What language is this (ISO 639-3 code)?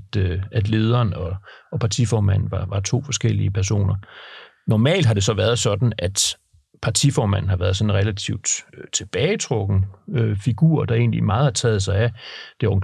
dan